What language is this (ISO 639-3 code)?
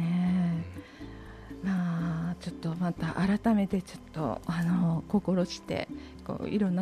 jpn